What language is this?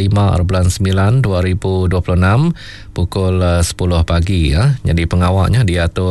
Iban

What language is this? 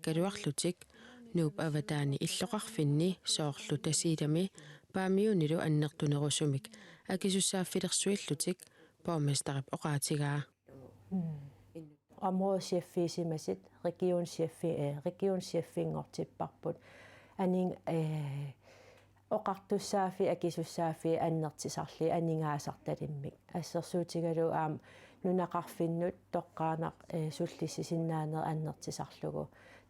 Kalaallisut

